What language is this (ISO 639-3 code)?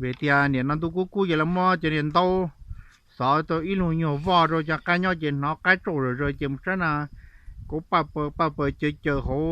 hmn